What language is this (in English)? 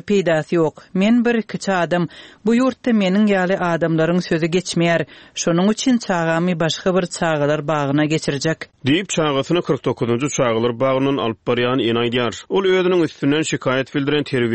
Turkmen